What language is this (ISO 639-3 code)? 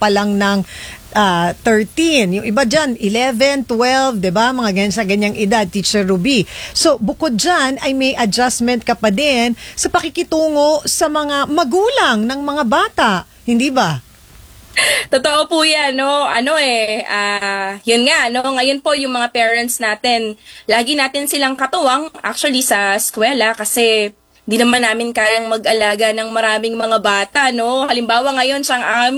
fil